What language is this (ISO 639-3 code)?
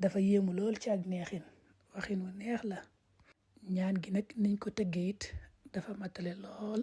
wol